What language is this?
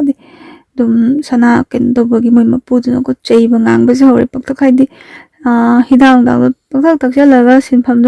Manipuri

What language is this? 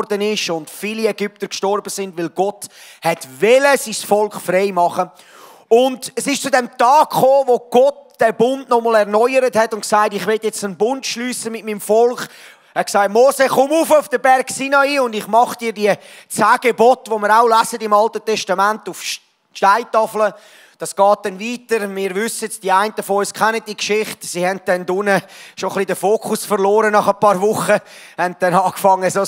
Swiss German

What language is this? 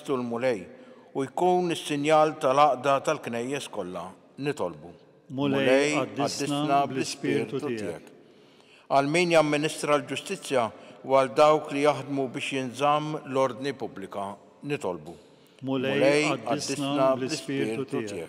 Maltese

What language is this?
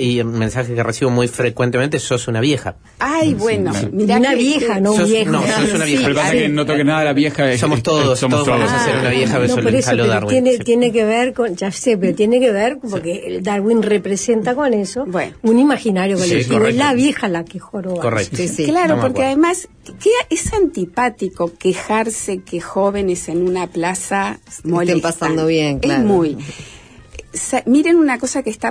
Spanish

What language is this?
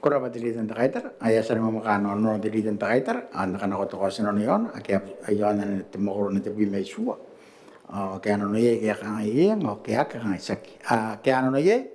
Gilbertese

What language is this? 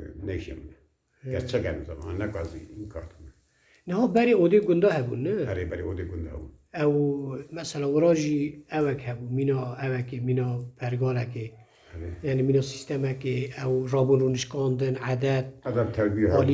Kurdish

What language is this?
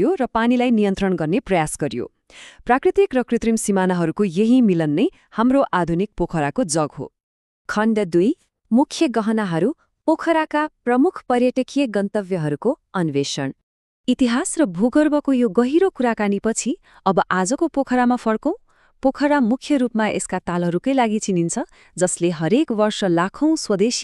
Nepali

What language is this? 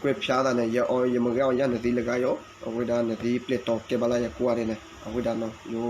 S'gaw Karen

